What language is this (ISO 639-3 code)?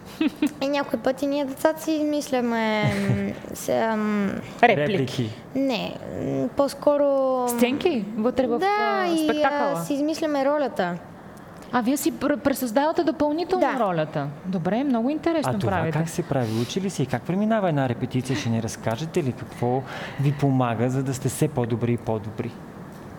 bul